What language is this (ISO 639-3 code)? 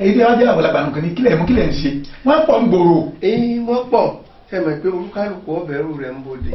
yor